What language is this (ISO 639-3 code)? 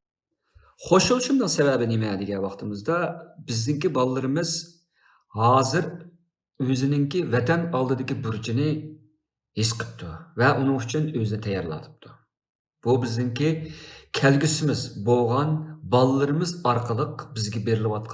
uig